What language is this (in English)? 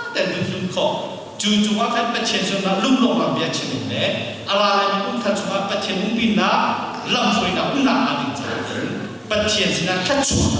Hakha Chin